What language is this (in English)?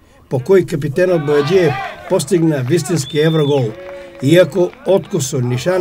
Macedonian